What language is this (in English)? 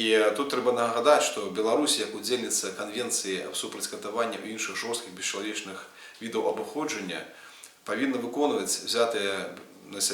Belarusian